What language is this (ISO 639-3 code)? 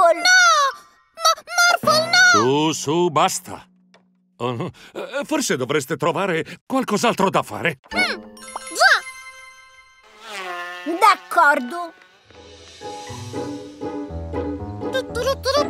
ita